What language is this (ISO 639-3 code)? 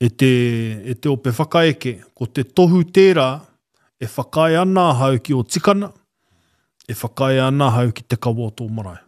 mri